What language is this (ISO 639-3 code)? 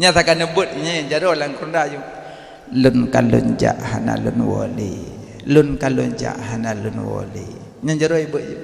ace